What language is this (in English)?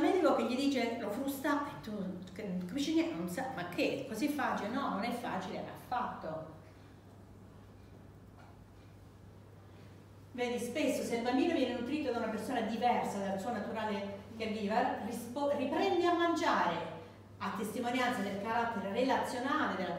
Italian